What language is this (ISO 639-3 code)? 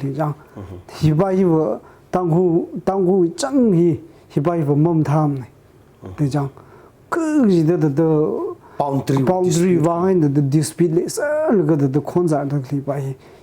nmf